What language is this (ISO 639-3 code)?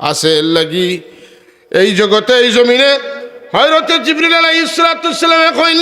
syl